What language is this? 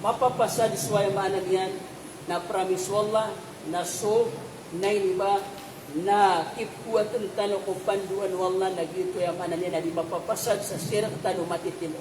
Maranao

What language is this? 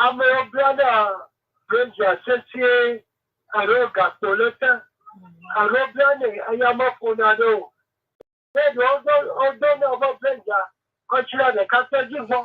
Ewe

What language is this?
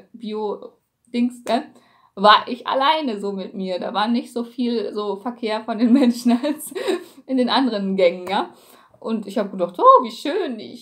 German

